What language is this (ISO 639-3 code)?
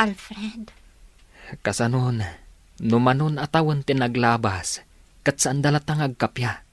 ilo